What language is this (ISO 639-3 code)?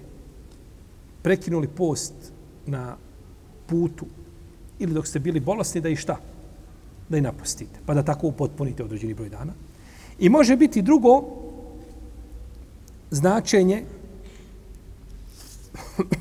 bos